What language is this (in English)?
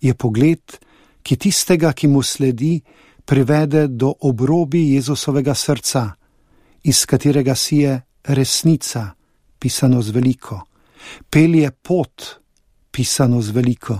Slovenian